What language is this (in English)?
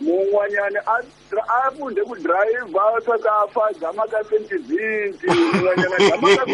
Tsonga